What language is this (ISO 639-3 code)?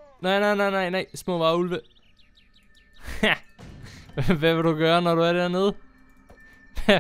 dan